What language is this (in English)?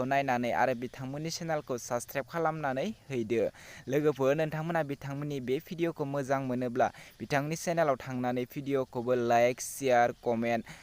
Bodo